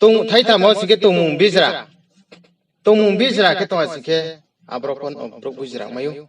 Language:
Riang (India)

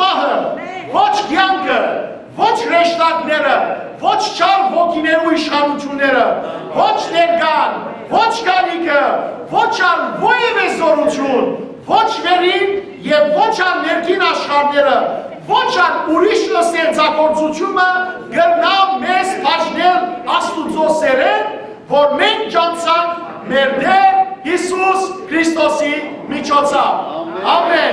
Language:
Western Armenian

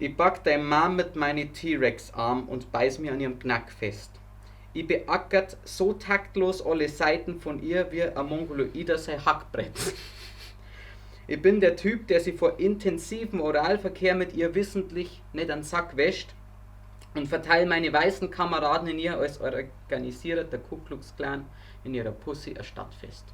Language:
Bavarian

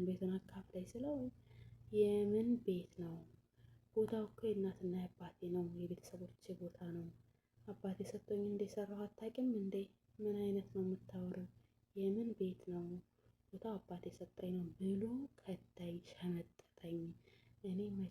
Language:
Amharic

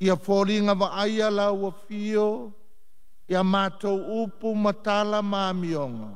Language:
Samoan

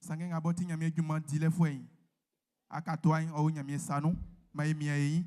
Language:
Baoulé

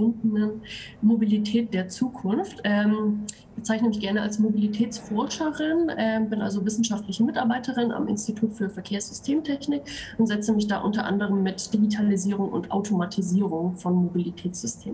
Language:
German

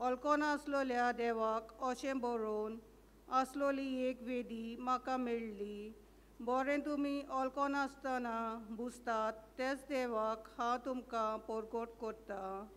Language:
Konkani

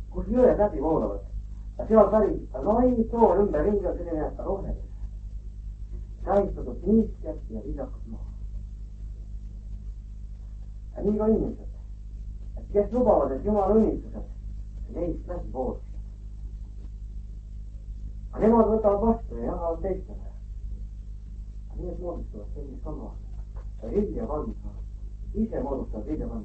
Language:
Estonian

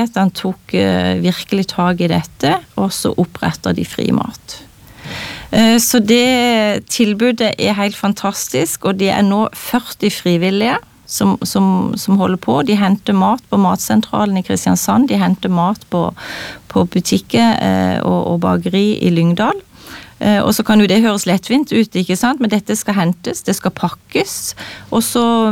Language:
Norwegian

